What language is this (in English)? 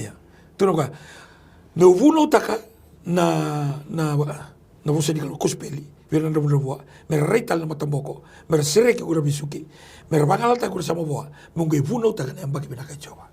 Fijian